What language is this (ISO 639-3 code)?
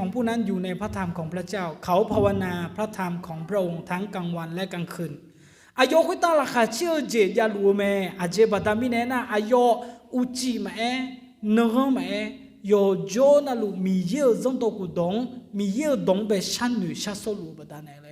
ahk